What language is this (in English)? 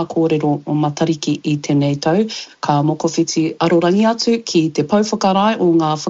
Māori